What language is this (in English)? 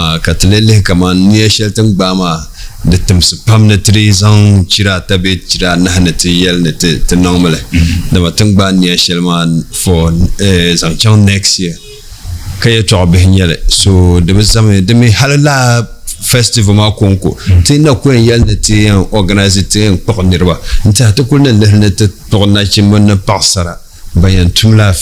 Dagbani